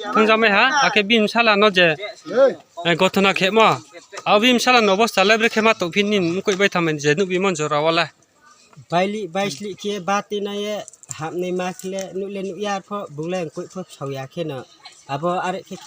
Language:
Riang (India)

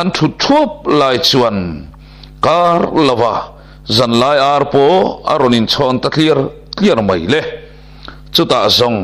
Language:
Mizo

